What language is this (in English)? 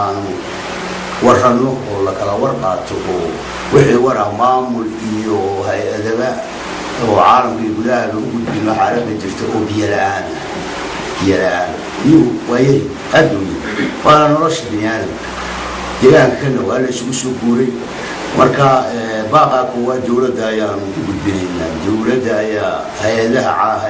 Somali